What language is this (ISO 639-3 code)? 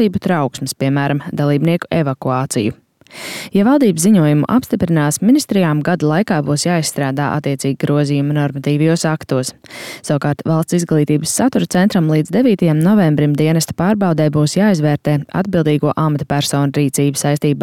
lav